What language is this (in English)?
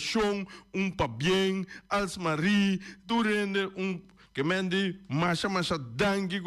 Papiamento